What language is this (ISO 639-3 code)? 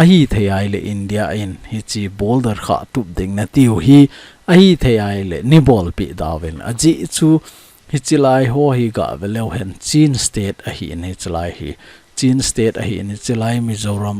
tcz